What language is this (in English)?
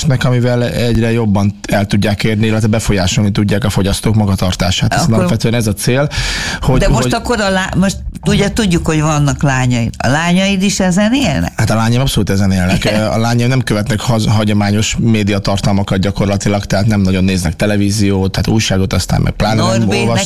Hungarian